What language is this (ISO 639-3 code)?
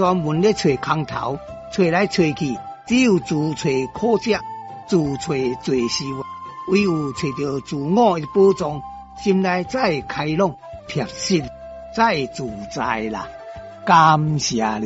nan